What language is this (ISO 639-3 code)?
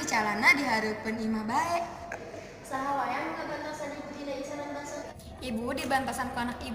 sun